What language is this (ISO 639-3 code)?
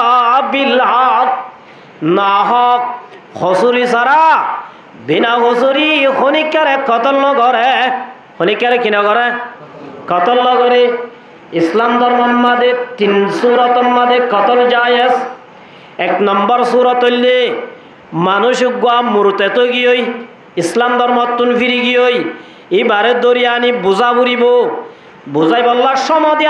rhg